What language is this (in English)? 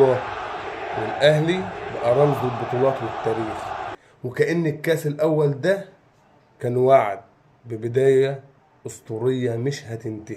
Egyptian Arabic